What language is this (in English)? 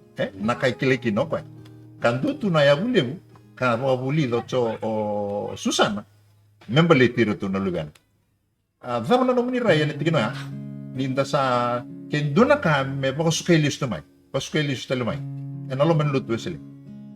Fijian